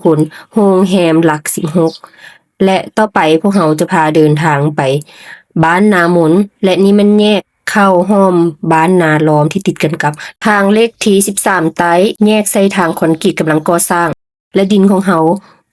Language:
Lao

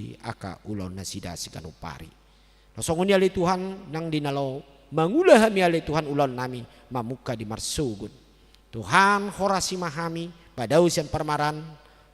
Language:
Batak Toba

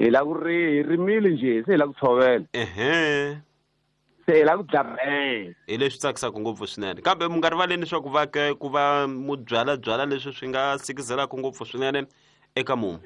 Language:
Tsonga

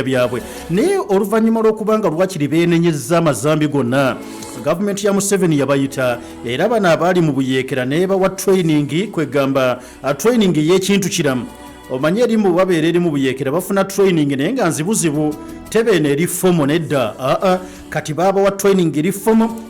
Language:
Ganda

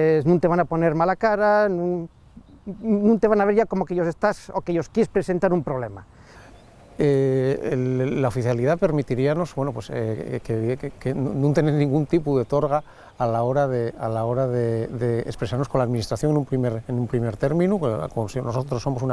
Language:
Asturian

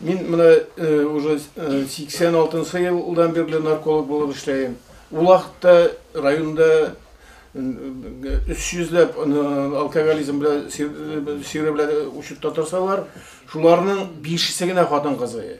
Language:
Bashkir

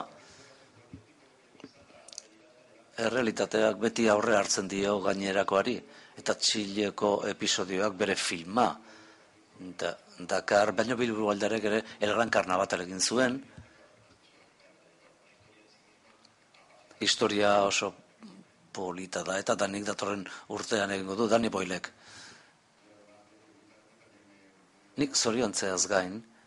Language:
Basque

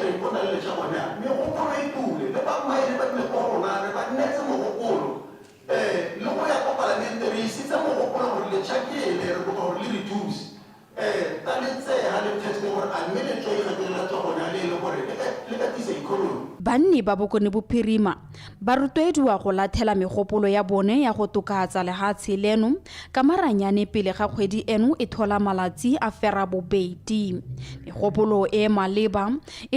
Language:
Tswana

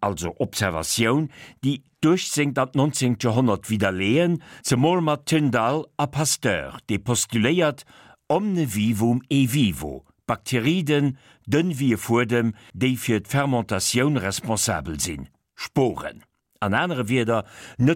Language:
Luxembourgish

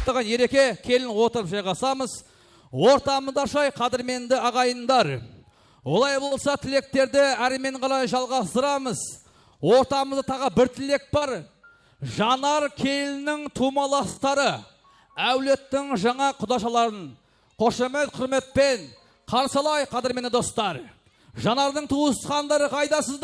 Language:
Kara-Kalpak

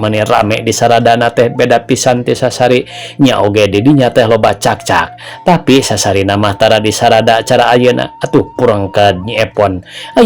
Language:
Sundanese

